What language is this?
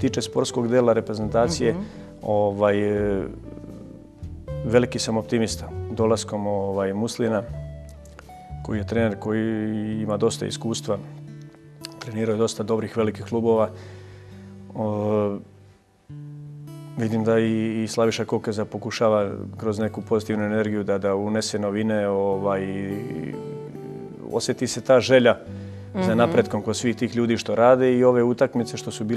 Serbian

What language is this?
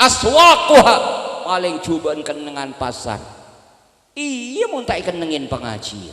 Madurese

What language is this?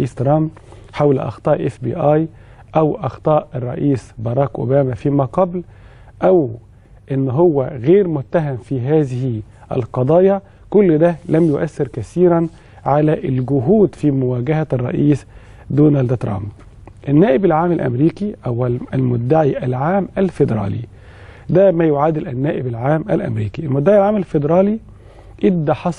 Egyptian Arabic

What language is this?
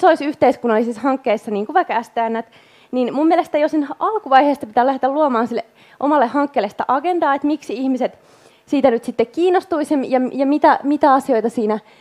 Finnish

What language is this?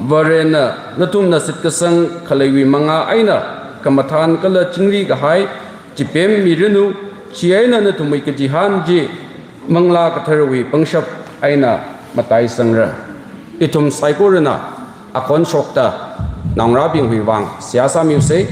Tangkhul Naga (India)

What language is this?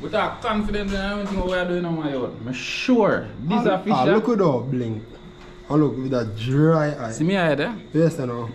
Jamaican Creole English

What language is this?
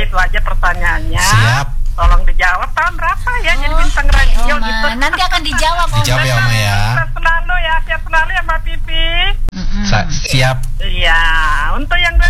Indonesian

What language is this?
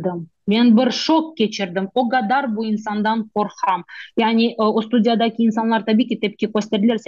Crimean Tatar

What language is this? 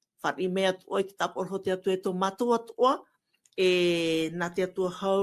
Tahitian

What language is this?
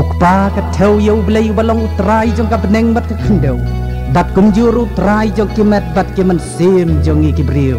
Khasi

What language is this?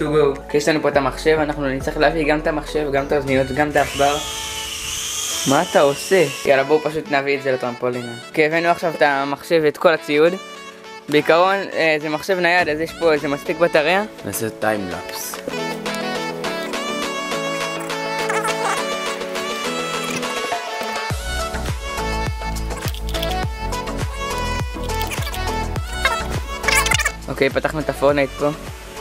Hebrew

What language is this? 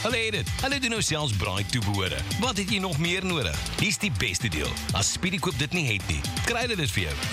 Afrikaans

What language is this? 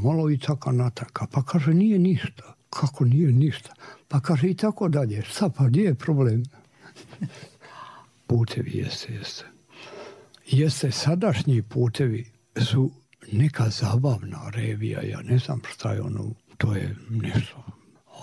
Bosnian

